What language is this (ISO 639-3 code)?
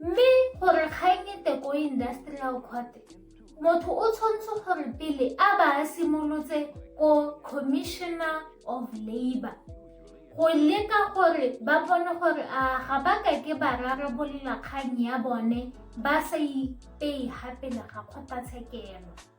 tsn